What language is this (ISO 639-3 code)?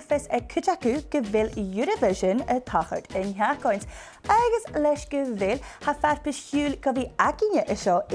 gla